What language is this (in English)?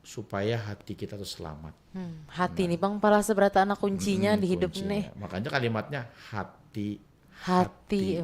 Banjar